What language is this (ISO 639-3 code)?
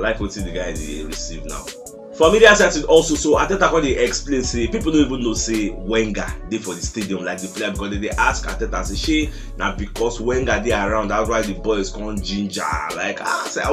pcm